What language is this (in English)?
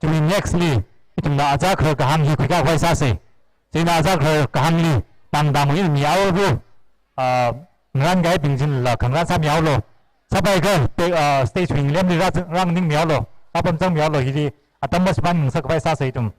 Tangkhul Naga (India)